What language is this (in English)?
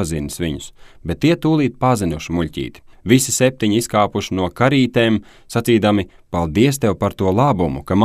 Latvian